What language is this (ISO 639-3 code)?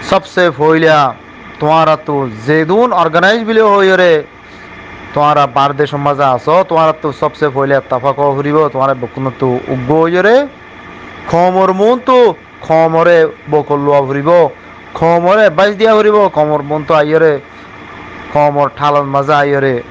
rhg